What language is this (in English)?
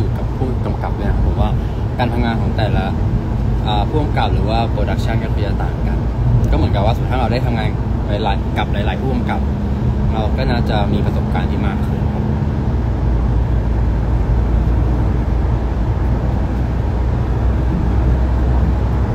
Thai